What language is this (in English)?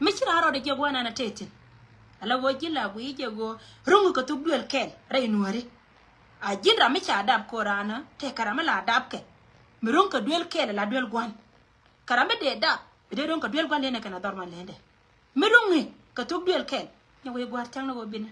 Nuer